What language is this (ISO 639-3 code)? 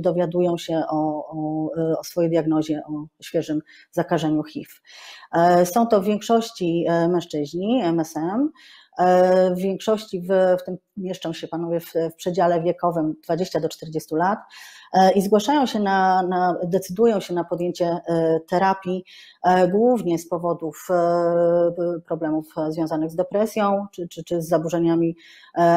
pol